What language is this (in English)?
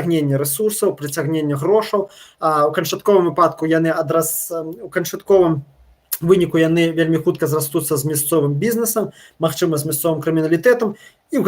Belarusian